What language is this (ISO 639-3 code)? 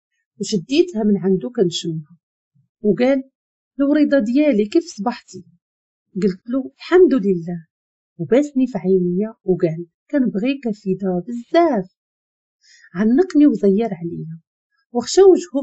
ary